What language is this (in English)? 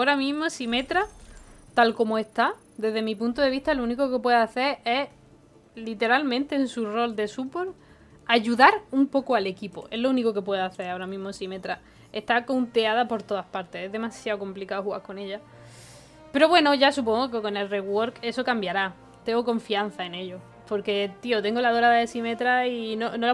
Spanish